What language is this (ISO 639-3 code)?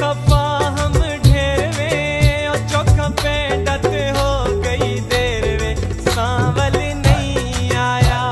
phr